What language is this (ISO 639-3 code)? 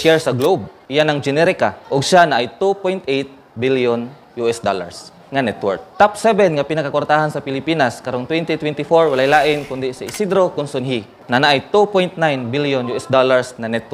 ceb